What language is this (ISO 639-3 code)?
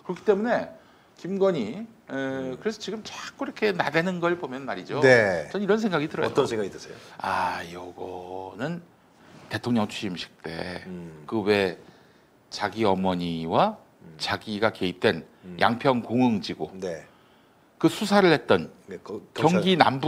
kor